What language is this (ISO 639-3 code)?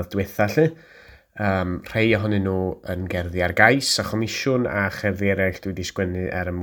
cym